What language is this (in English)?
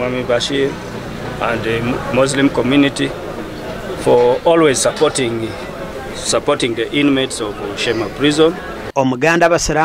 Nyankole